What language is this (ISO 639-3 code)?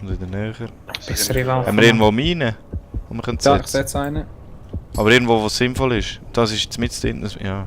gsw